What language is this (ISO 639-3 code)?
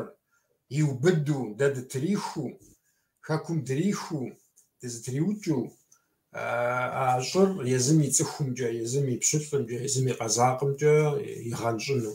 kbd